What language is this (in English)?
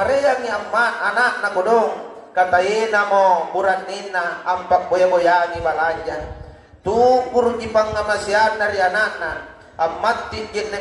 Makasar